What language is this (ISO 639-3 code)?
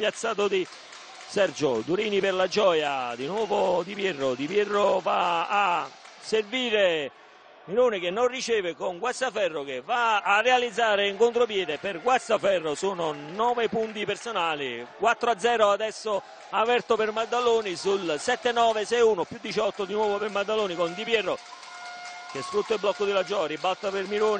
ita